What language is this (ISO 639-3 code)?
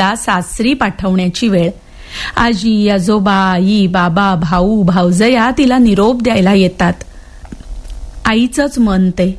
mar